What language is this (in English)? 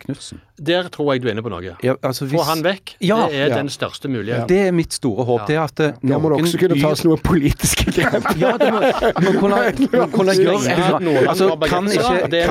Norwegian